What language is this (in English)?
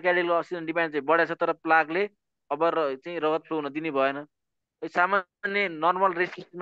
Nepali